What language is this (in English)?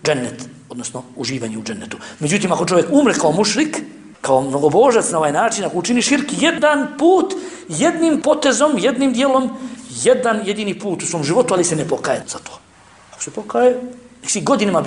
Bosnian